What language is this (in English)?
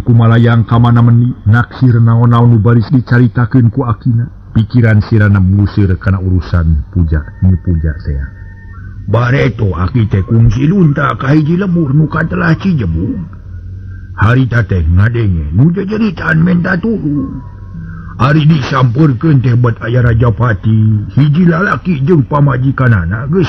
Sundanese